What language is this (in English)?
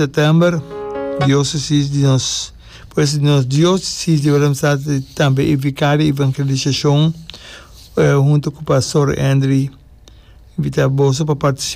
Papiamento